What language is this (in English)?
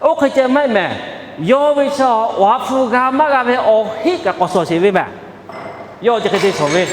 Lahu